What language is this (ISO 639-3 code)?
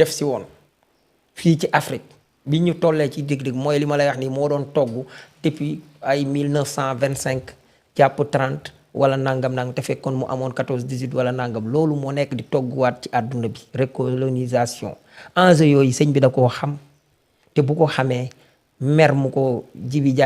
wol